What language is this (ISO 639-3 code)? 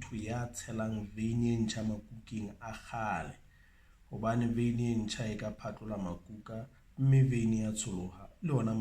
sot